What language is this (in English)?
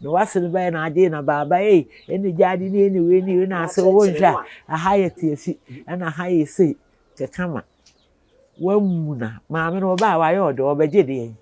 Akan